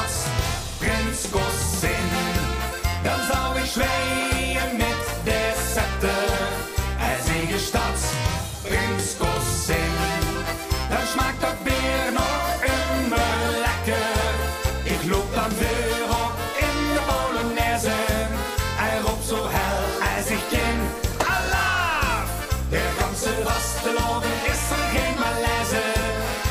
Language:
Limburgish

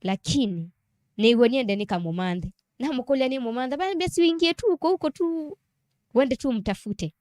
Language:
Kamba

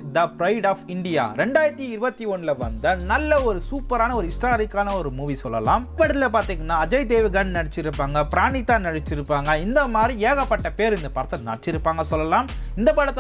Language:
Tamil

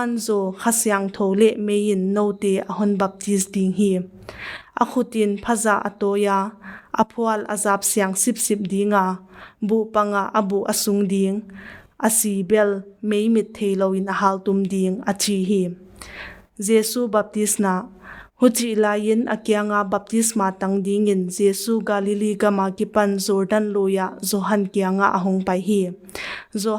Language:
Paite Chin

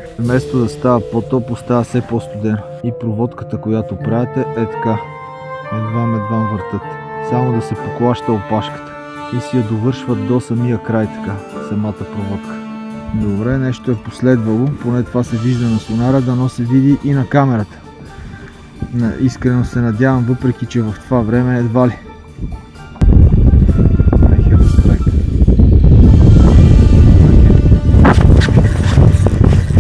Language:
Bulgarian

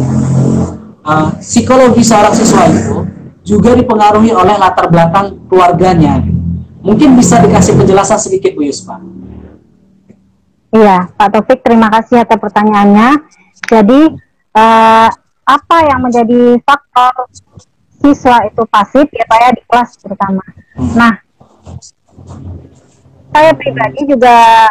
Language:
Indonesian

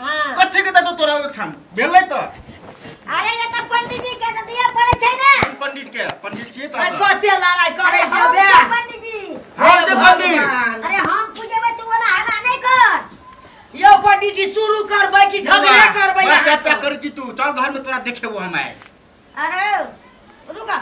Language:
Maithili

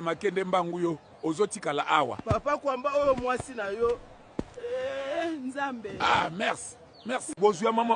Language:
Lingala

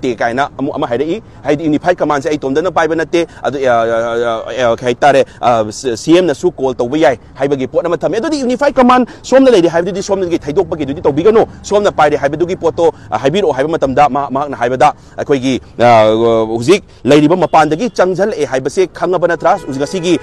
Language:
Manipuri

